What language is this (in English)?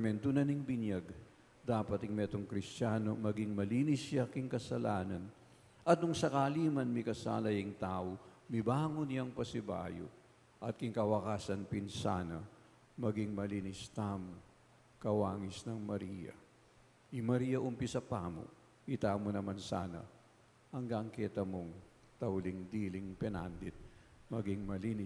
Pampanga